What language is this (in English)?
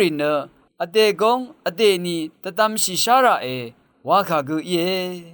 Rawang